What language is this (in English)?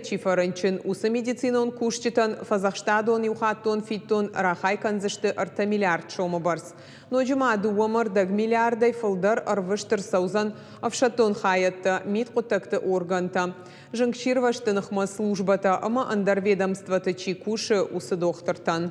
Ossetic